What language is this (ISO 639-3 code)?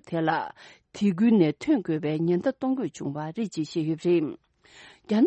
bod